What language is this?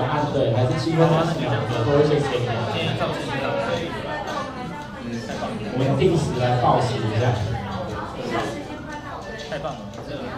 Chinese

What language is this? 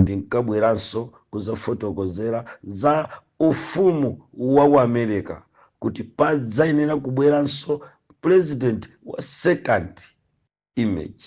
Nyanja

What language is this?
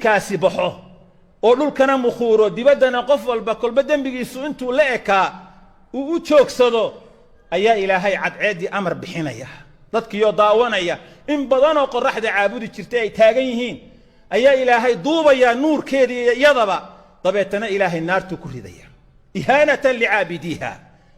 Somali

